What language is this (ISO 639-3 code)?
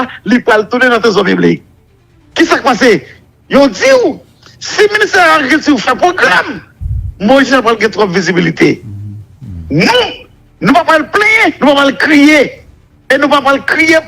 hat